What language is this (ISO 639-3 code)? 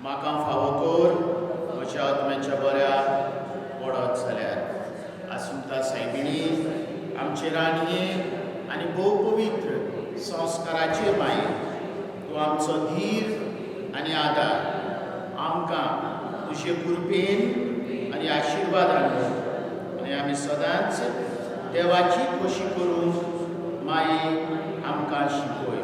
kok